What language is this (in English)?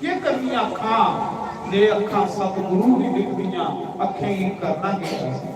Dogri